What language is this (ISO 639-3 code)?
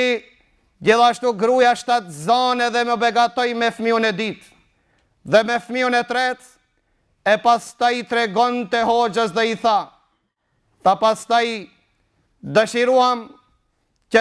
sqi